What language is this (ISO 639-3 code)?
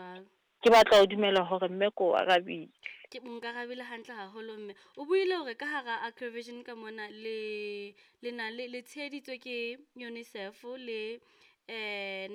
sot